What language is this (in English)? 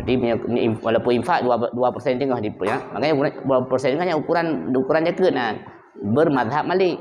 Achinese